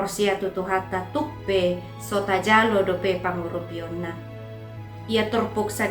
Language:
Batak Toba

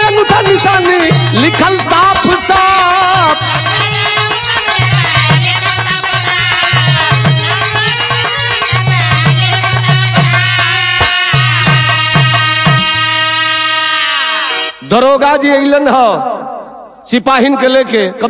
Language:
Bhojpuri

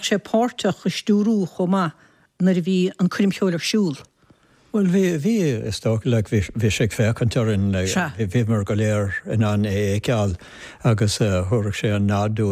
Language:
Irish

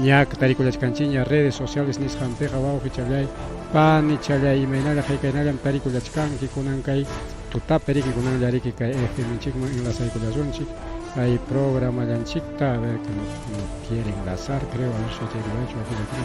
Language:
Ayacucho Quechua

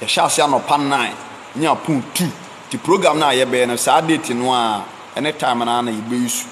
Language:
Akan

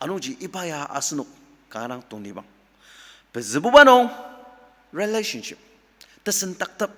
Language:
Ao Naga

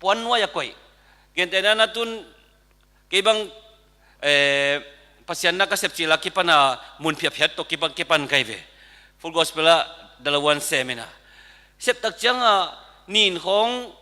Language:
Tedim Chin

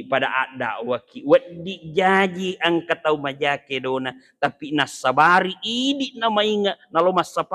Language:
Buginese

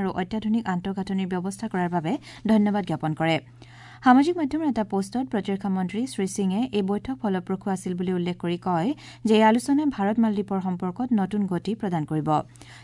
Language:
Assamese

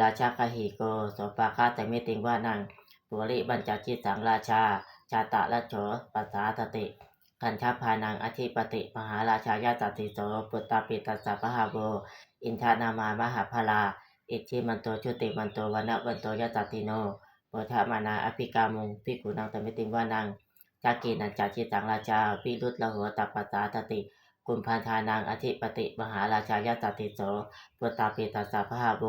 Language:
Pali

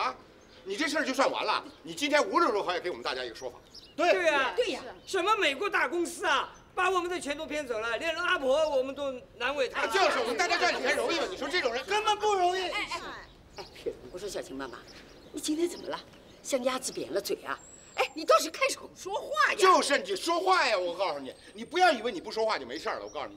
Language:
Chinese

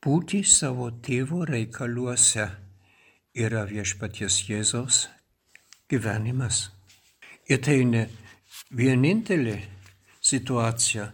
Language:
Lithuanian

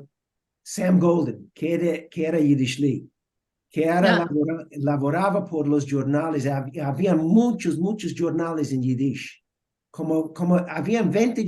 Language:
Ladino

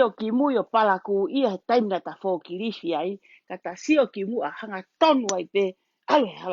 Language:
Tongan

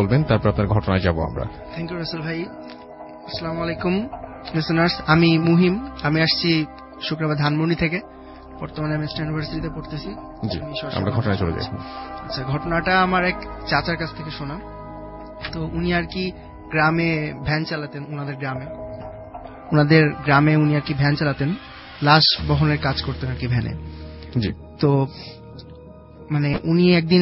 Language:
Bangla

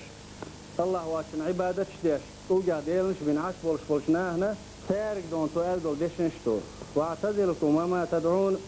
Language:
Chechen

